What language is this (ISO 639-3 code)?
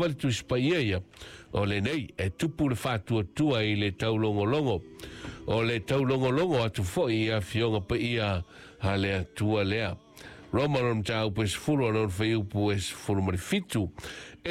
smo